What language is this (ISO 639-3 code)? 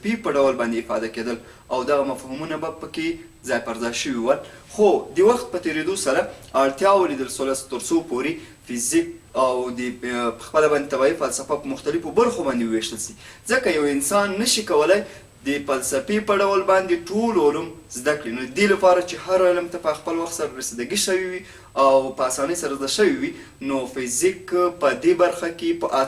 pus